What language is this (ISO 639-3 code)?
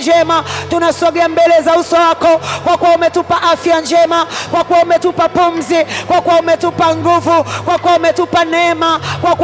swa